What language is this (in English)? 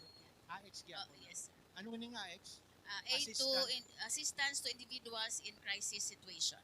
Hiligaynon